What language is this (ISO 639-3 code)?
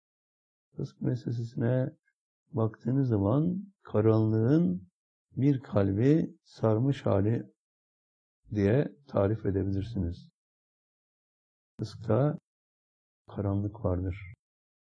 tur